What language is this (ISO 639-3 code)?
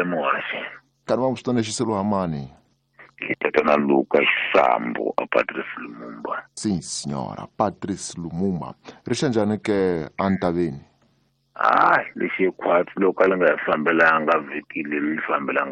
tso